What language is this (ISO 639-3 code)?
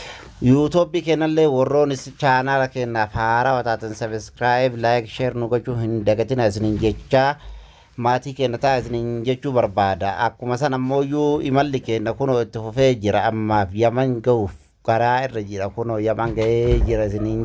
orm